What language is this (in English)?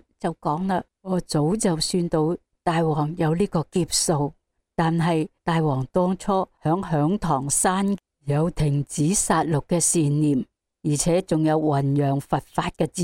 Cantonese